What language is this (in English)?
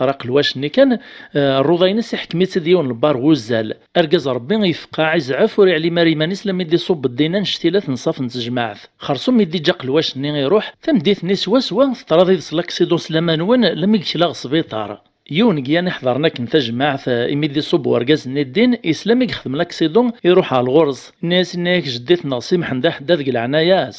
Kabyle